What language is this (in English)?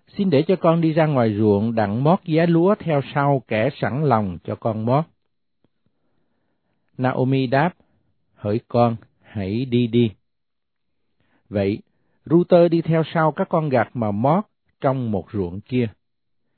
Vietnamese